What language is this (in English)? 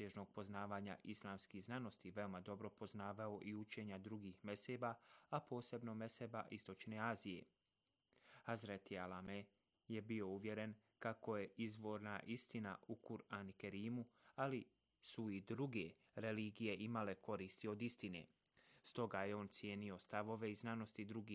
Bosnian